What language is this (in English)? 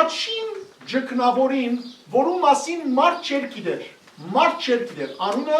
Western Armenian